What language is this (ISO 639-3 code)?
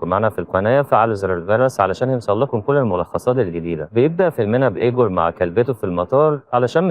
arz